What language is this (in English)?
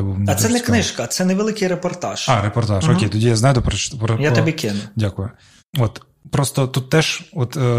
Ukrainian